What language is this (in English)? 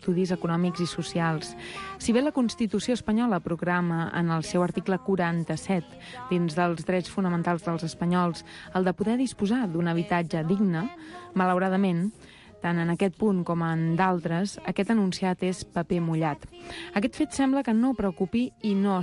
Catalan